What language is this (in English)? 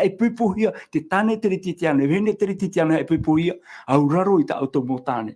Tahitian